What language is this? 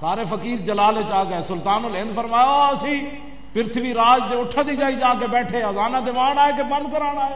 Western Panjabi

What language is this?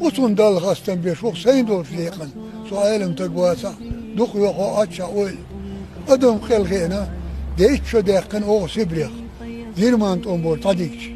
Chechen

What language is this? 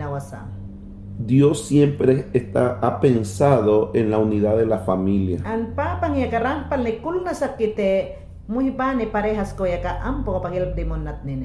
Mayangna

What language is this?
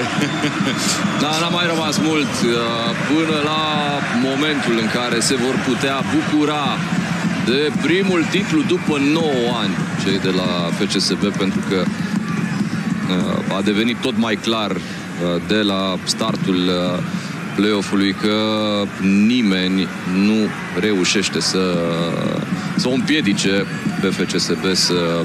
Romanian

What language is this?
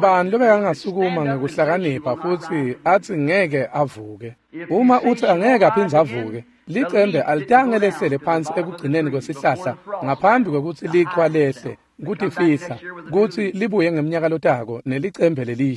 Swati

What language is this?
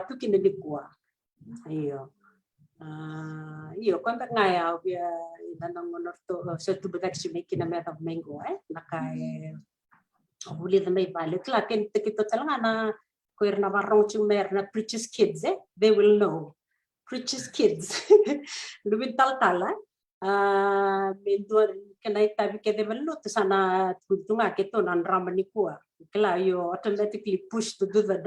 Fijian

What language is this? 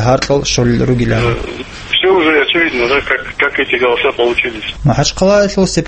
Avaric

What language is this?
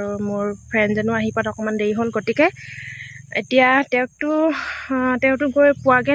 Assamese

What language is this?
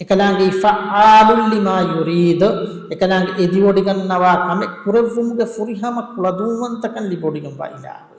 Divehi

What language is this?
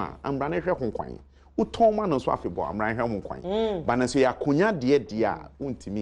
Akan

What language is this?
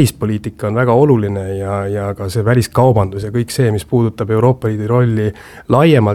Estonian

